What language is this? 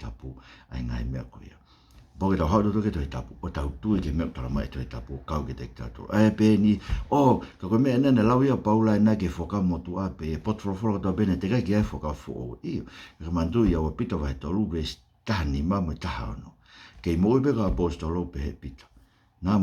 Tongan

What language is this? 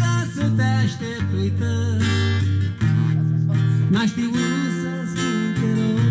Romanian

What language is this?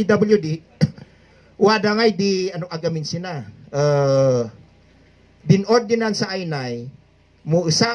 Kankanaey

